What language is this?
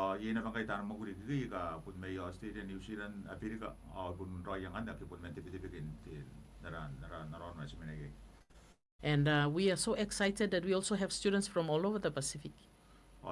Gilbertese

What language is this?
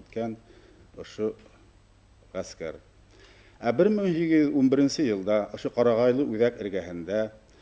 Bashkir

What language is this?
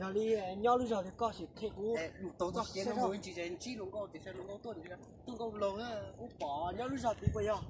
Hmong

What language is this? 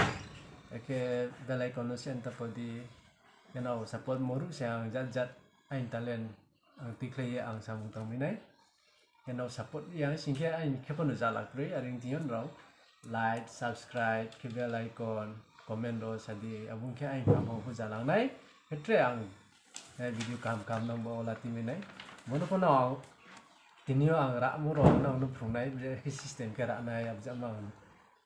Riang (India)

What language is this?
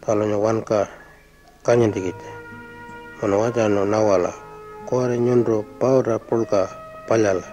Pitjantjatjara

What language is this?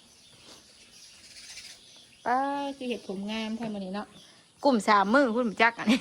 Northeastern Thai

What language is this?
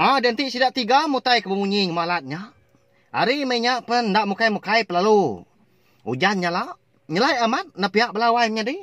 Iban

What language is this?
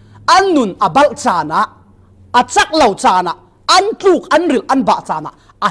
Falam Chin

